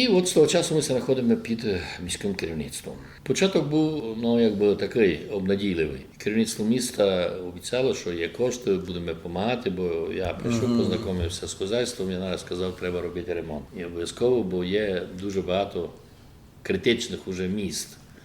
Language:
Rusyn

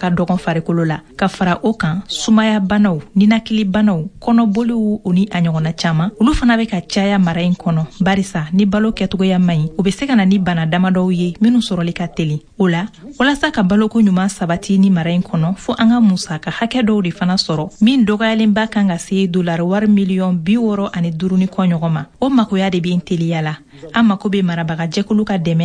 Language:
Bambara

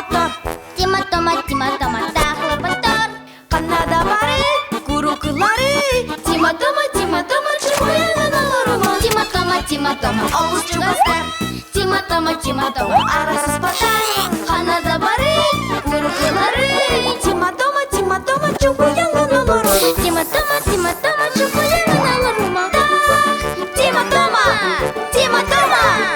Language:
Yakut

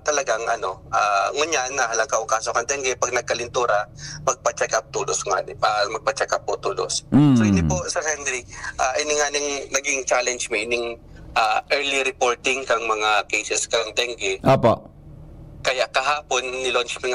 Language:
Bikol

